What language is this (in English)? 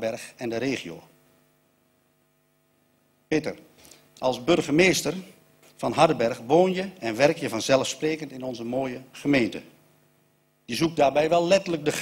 Dutch